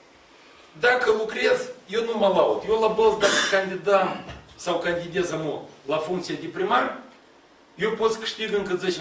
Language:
Romanian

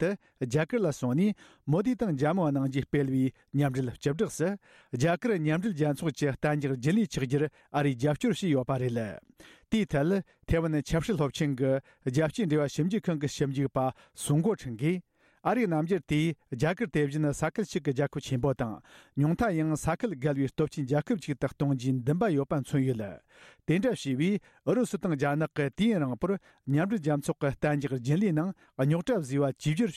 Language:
Tibetan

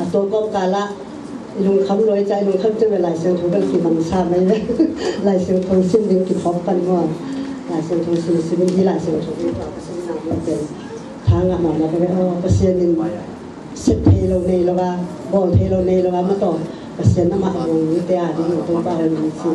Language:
Tedim Chin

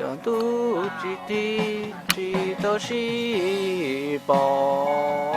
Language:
Hmong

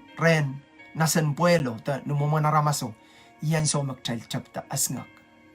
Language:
Pohnpeian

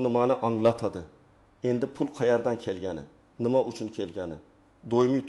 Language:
Uzbek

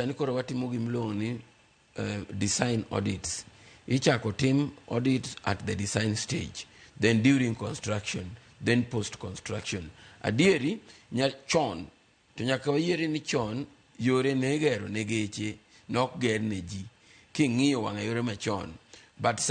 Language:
Luo (Kenya and Tanzania)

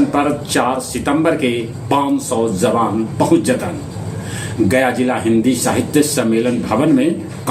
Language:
Magahi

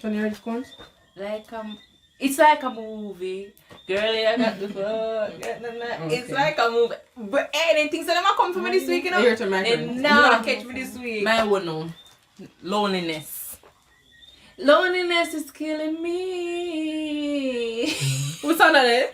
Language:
Jamaican Creole English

